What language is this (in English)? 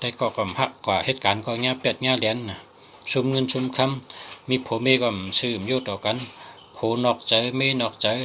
Shan